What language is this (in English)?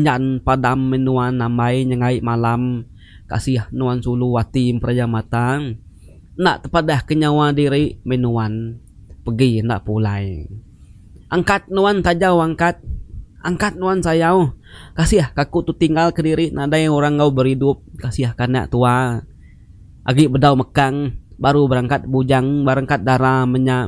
Iban